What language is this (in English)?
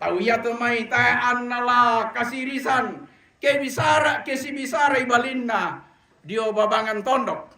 Toraja-Sa'dan